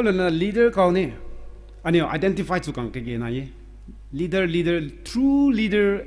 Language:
Rongmei Naga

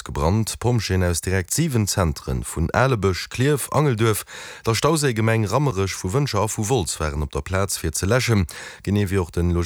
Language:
Luxembourgish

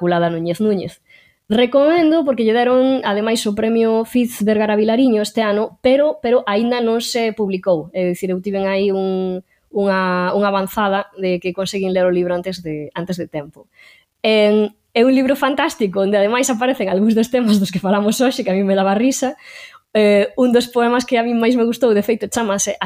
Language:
Galician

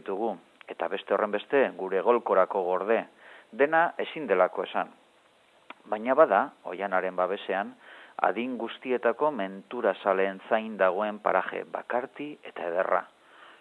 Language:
Basque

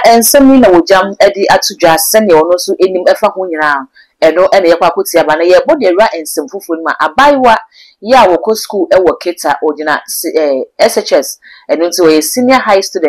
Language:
Akan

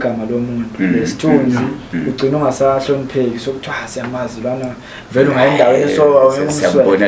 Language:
Zulu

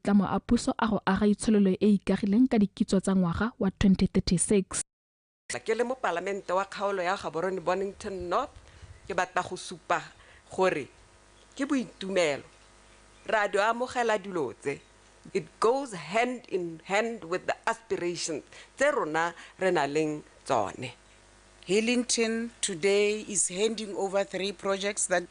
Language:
Tswana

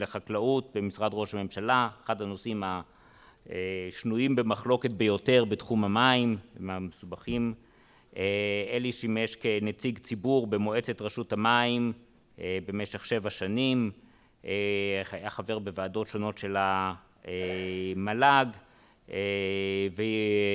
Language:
Hebrew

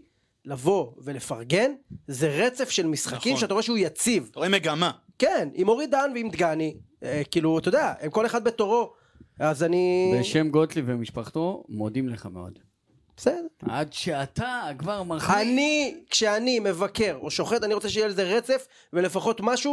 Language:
Hebrew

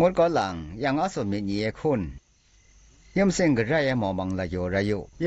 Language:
Zaiwa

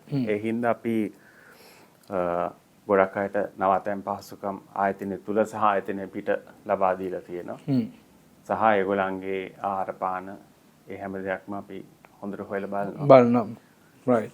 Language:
Sinhala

